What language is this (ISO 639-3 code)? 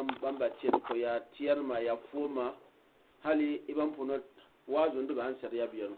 gux